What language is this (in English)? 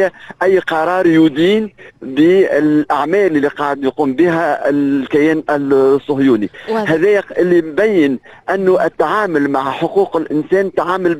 Tunisian Arabic